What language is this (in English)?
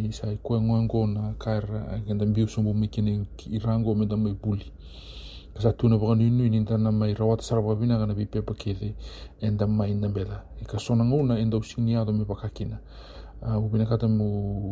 Fijian